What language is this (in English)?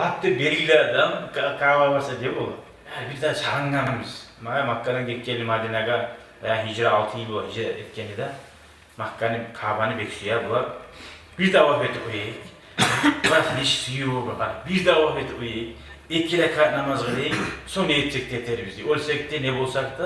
Kumyk